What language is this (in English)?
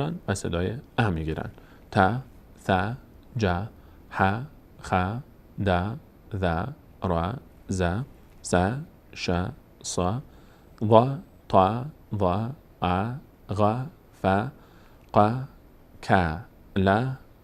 Persian